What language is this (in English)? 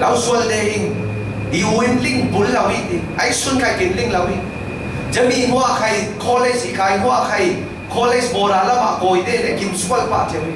Falam Chin